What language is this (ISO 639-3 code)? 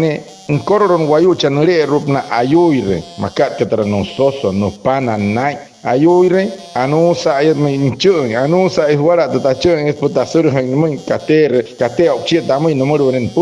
guc